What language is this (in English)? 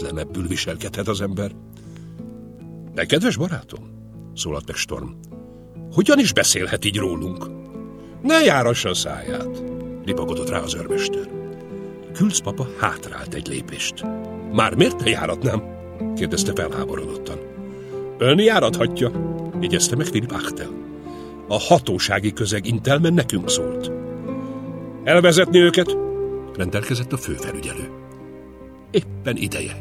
Hungarian